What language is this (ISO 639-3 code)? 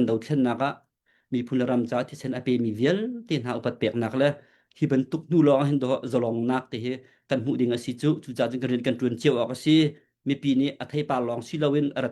cnh